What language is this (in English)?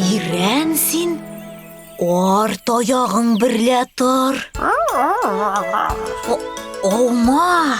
Tatar